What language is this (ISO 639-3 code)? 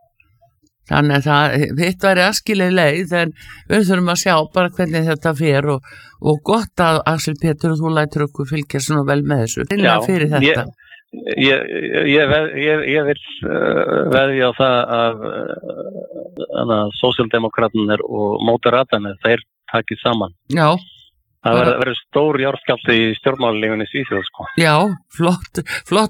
isl